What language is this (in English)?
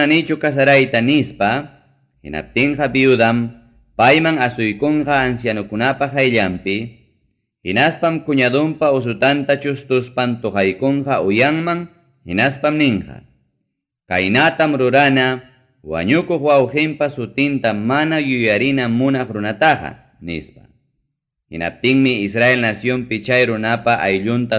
Ayacucho Quechua